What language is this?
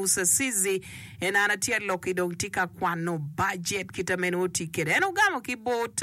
Acoli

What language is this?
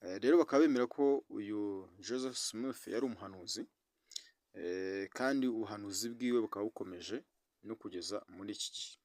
Kinyarwanda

